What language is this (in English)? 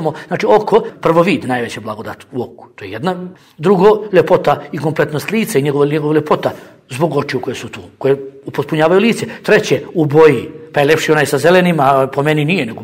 Bosnian